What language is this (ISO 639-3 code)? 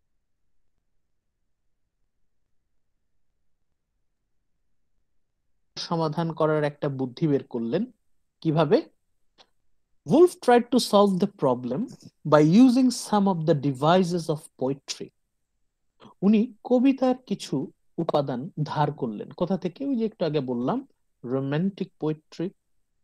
ben